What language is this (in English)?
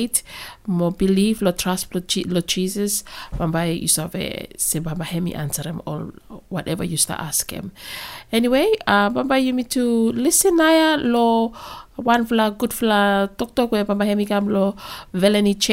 Bislama